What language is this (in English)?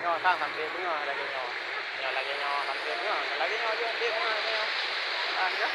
Achinese